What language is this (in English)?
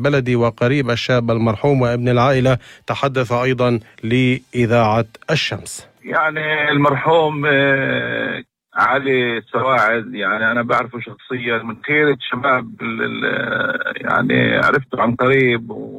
North Levantine Arabic